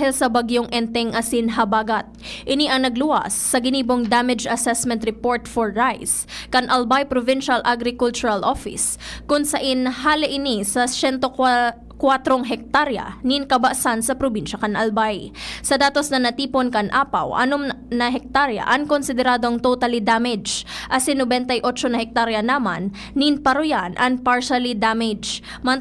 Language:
Bikol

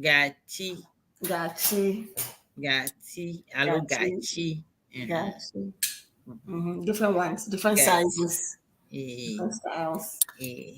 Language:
Ewe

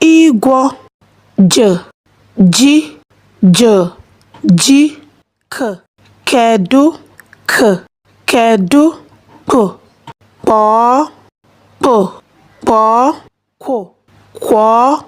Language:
Igbo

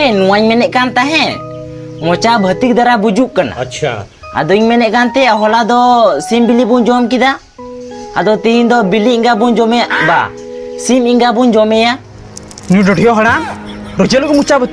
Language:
Santali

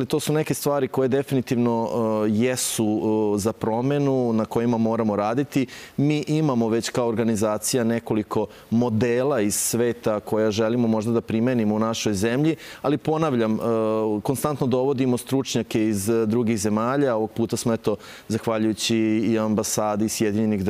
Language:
Serbian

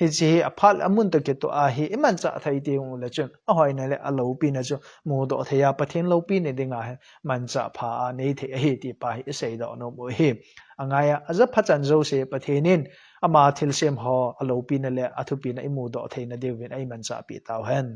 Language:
Thado Chin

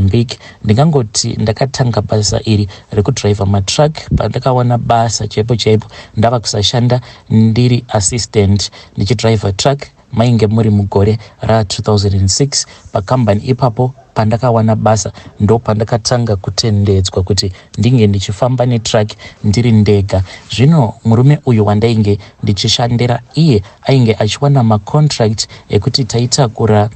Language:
Shona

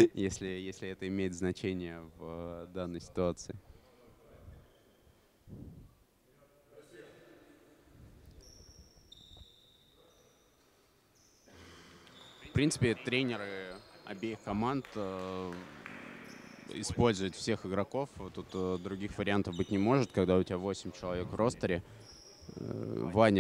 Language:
Russian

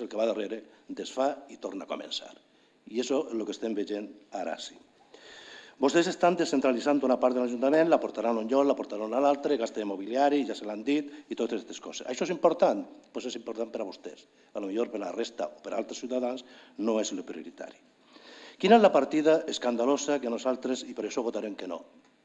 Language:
Catalan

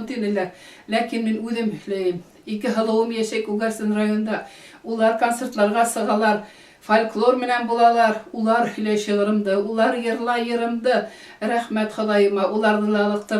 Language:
Bashkir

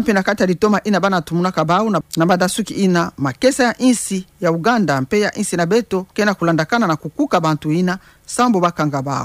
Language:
Kituba (Democratic Republic of Congo)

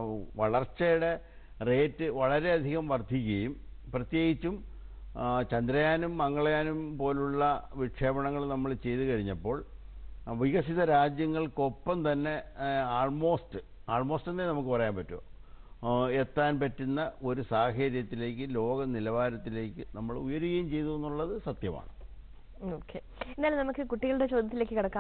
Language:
Malayalam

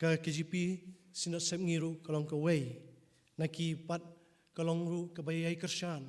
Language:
Khasi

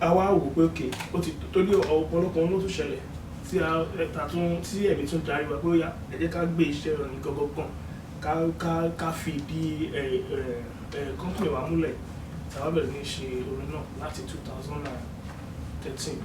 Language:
Yoruba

